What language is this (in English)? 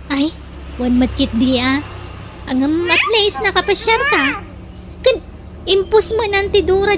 Iloko